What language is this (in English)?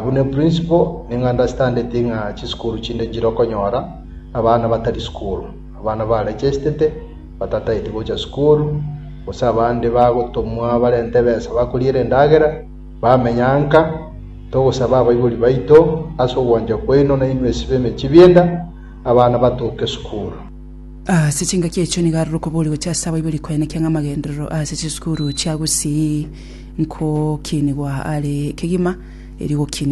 Gusii